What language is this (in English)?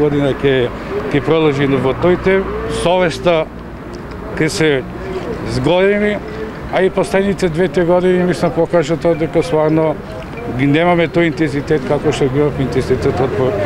Macedonian